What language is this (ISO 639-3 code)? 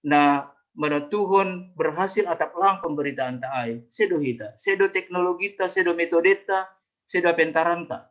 bts